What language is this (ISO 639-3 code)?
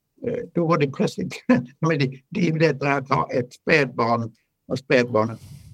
swe